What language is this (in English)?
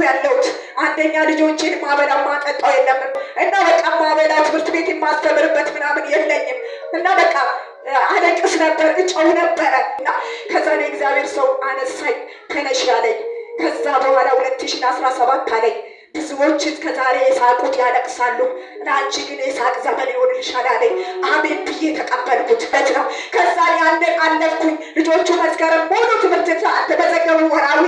Amharic